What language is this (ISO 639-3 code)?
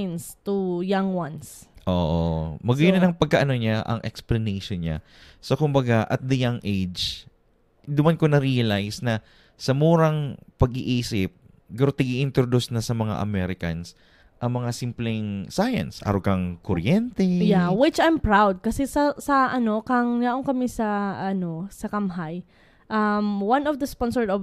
bik